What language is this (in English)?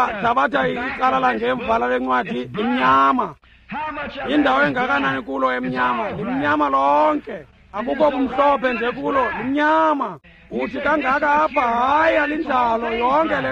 Xhosa